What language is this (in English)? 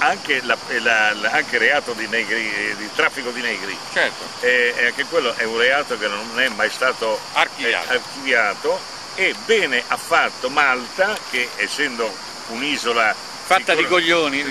Italian